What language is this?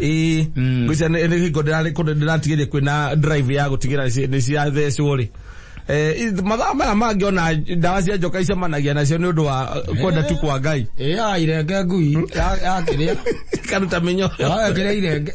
Kikuyu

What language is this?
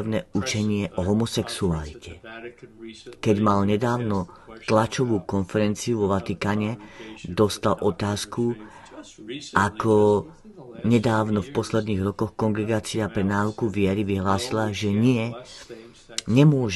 Slovak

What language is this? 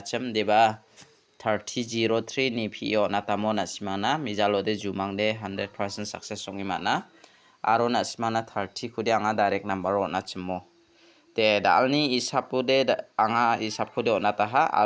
Garo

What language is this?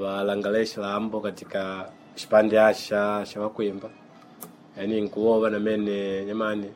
Makonde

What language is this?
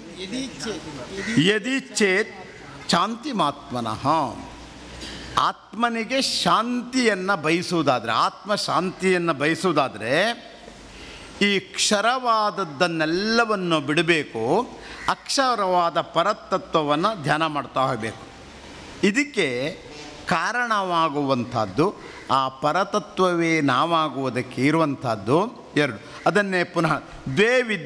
Kannada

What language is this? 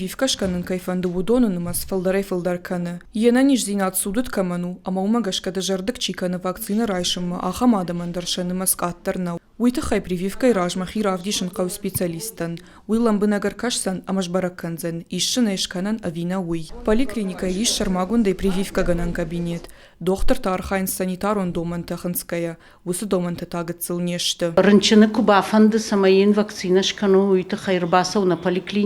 Ossetic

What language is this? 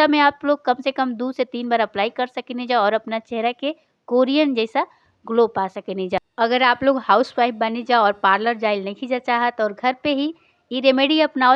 Bhojpuri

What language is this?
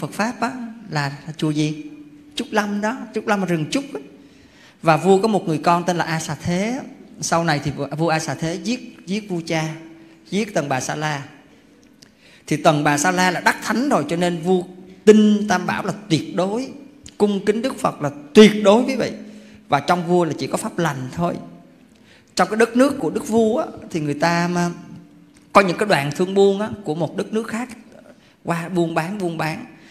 Vietnamese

